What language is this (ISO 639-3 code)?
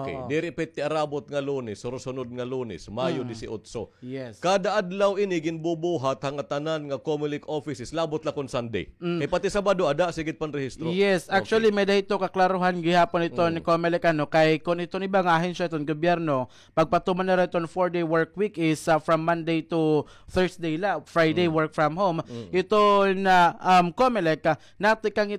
war